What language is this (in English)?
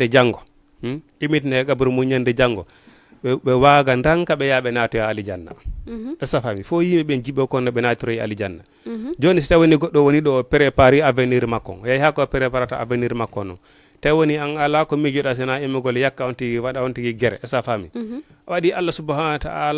Fula